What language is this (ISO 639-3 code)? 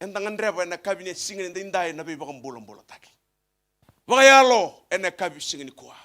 fij